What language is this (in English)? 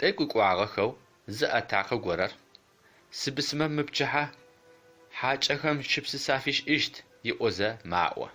Adyghe